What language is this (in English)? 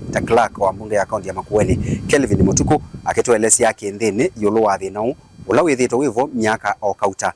Kamba